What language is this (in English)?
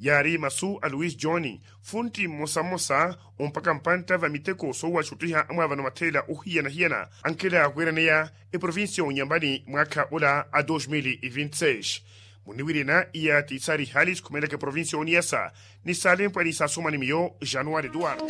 Makhuwa